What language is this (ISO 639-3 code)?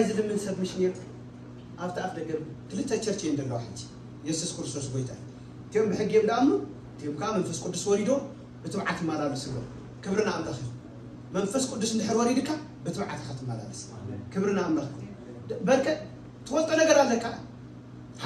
tir